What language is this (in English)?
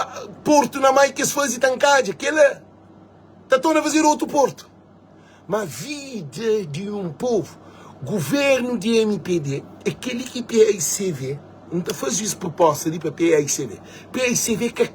Kabuverdianu